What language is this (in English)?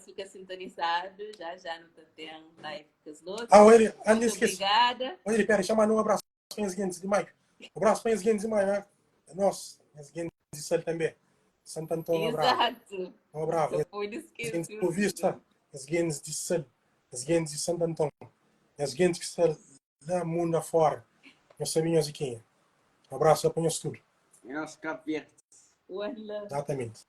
Kabuverdianu